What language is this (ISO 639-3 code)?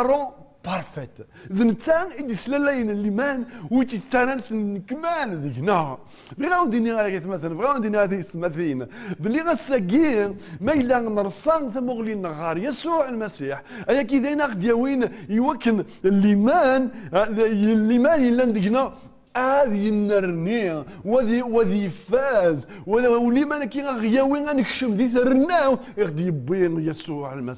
kab